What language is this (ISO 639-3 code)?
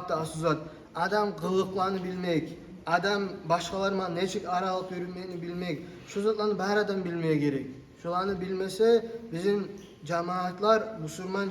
kum